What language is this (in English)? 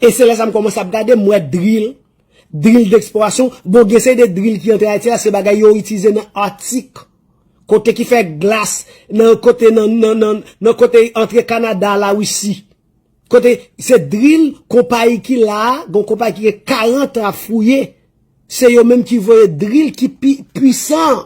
Haitian Creole